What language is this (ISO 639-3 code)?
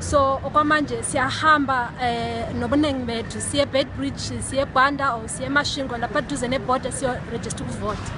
nde